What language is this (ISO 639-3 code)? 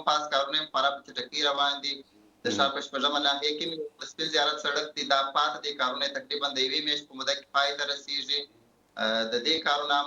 pus